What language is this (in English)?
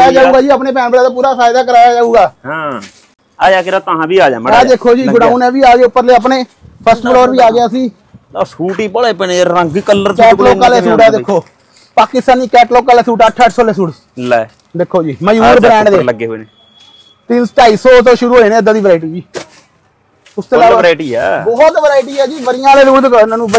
Punjabi